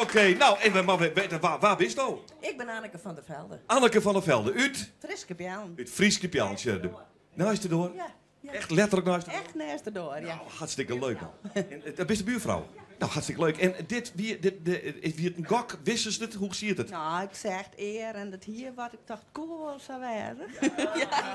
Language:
Western Frisian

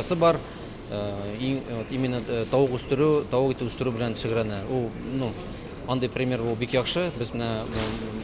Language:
Tatar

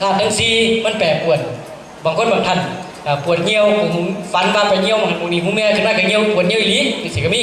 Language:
Northeastern Thai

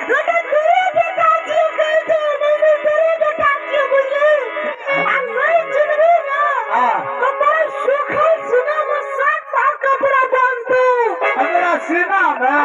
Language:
Maithili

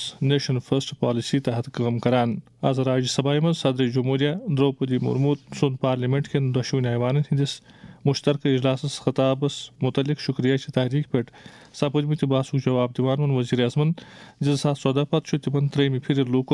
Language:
Kashmiri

